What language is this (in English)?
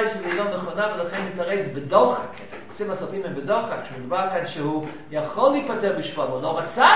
Hebrew